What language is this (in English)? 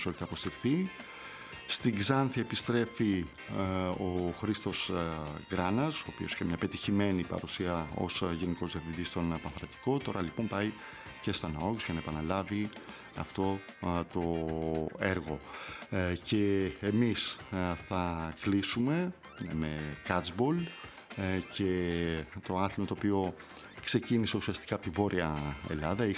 Greek